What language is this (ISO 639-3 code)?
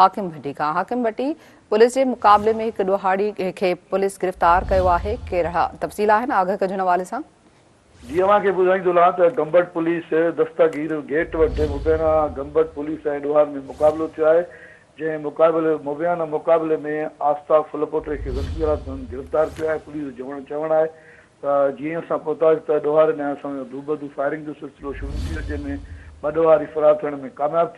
snd